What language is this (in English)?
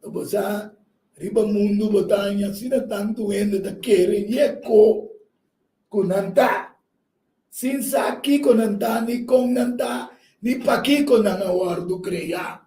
Papiamento